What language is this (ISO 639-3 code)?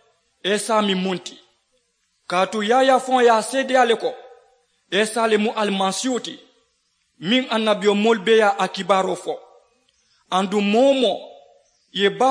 man